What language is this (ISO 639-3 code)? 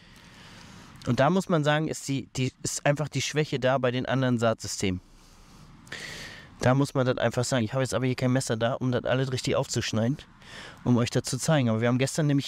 deu